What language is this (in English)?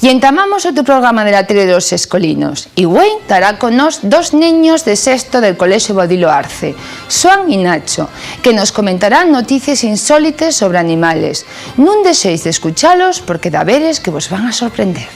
Asturian